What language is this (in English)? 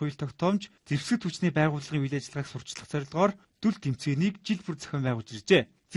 Mongolian